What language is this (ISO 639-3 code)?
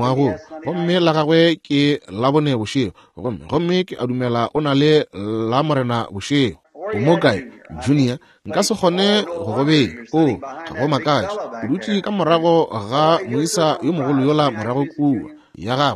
nso